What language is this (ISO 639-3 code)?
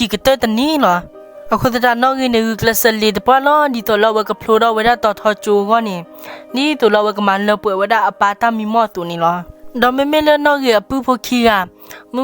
ksw